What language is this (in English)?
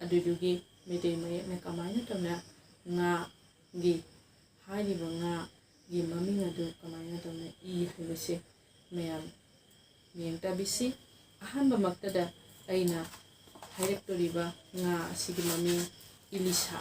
Manipuri